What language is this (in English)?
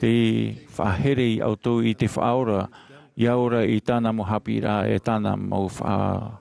Tahitian